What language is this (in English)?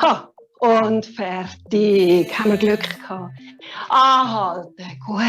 Swiss German